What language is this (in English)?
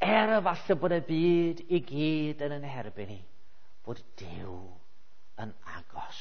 Welsh